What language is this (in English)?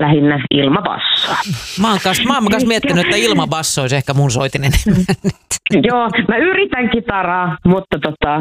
Finnish